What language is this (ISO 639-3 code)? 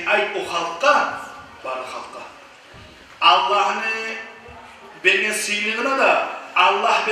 kum